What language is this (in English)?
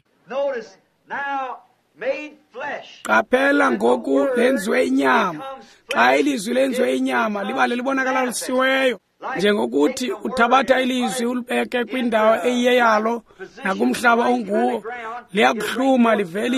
Xhosa